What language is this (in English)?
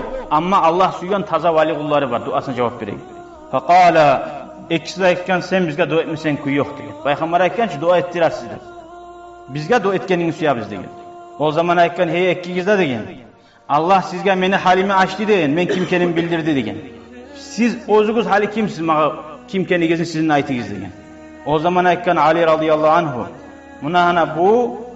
Kumyk